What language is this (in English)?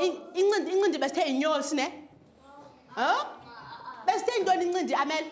Xhosa